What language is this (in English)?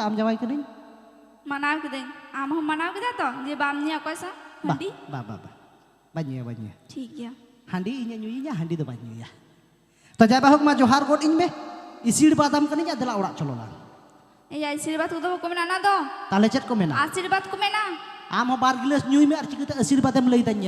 Santali